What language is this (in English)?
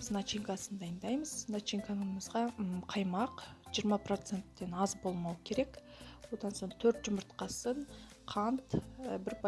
Kazakh